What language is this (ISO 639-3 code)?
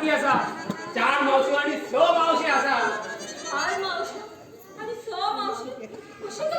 kok